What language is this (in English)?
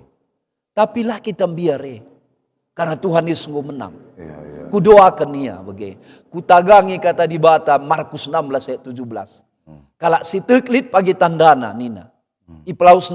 Batak Karo